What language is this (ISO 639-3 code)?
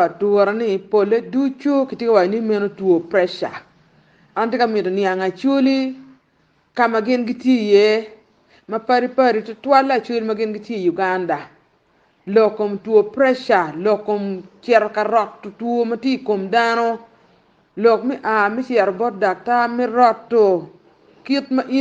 ach